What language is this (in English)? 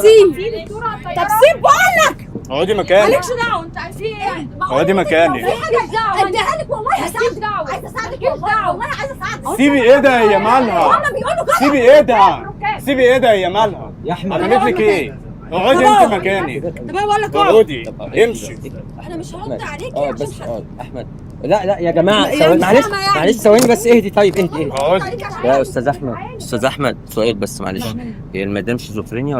Egyptian Arabic